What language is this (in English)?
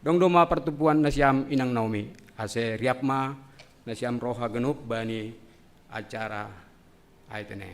Batak Simalungun